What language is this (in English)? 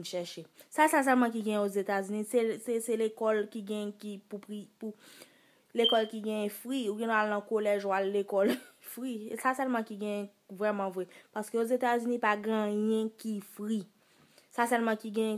Haitian Creole